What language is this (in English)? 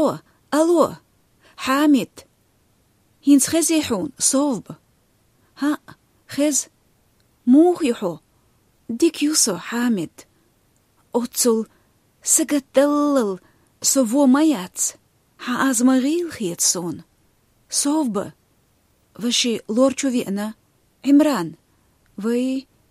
Chechen